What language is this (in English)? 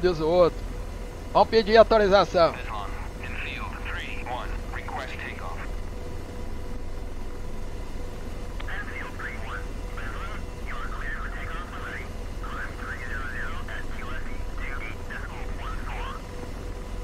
Portuguese